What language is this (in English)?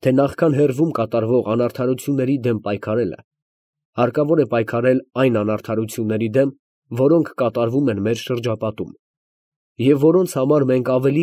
Armenian